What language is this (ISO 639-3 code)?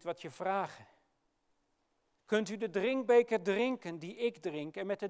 nld